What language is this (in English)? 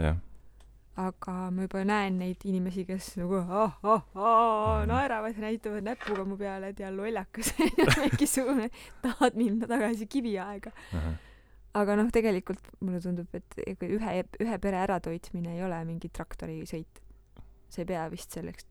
Estonian